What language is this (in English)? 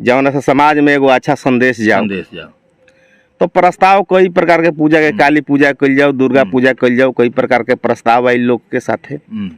Bhojpuri